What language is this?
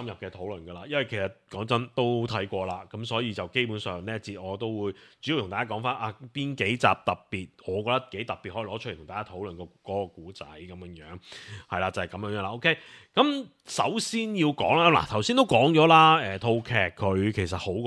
Cantonese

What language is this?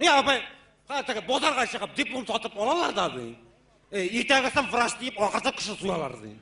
Tatar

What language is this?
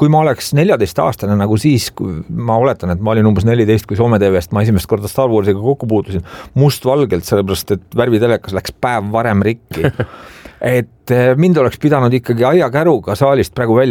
Estonian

